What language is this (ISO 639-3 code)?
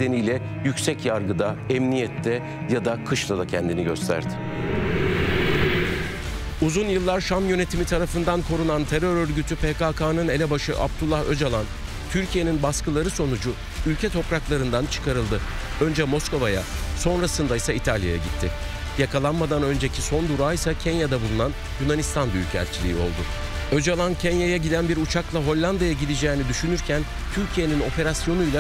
tur